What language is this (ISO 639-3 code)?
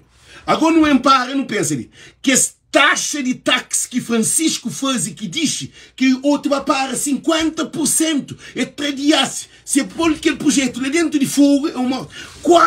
kea